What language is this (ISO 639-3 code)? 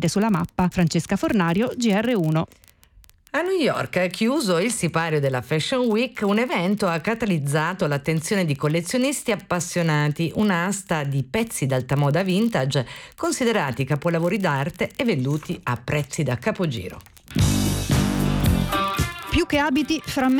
ita